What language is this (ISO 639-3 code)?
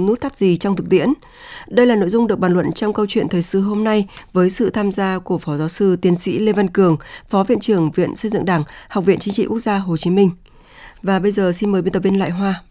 vie